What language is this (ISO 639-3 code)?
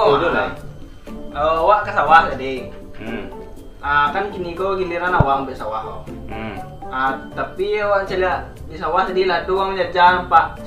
min